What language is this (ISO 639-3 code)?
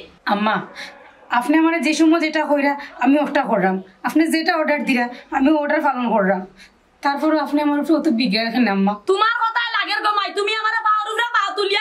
syl